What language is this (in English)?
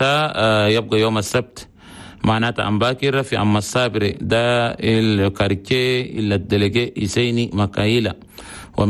Chadian Arabic